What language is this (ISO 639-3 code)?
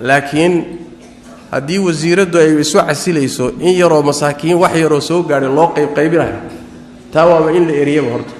som